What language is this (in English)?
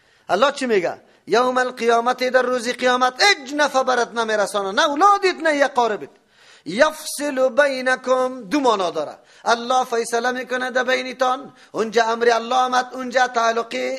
Persian